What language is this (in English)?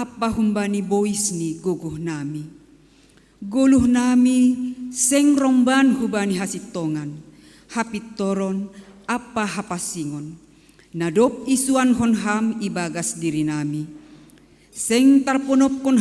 Batak Simalungun